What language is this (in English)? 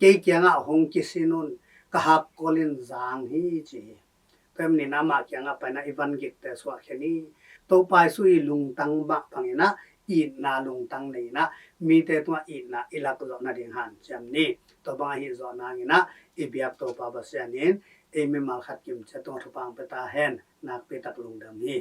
Tedim Chin